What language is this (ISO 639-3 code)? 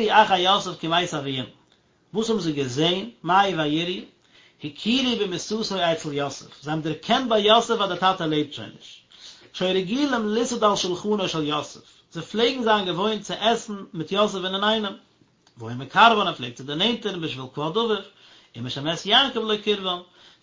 yid